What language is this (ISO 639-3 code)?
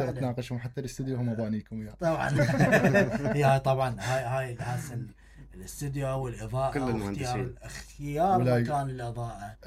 acm